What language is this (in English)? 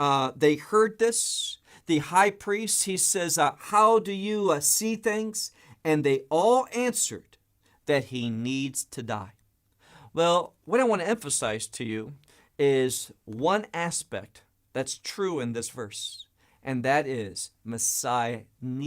English